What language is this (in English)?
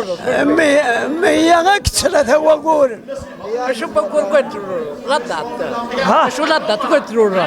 Kabyle